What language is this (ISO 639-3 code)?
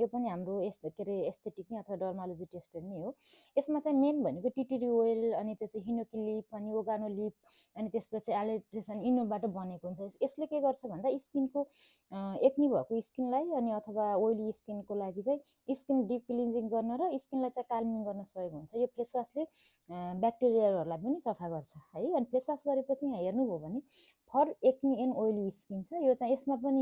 nep